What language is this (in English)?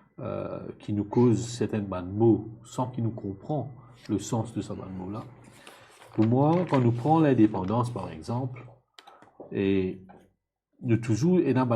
Morisyen